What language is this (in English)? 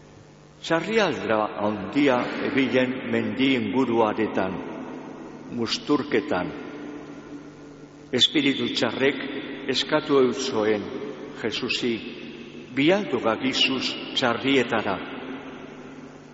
Basque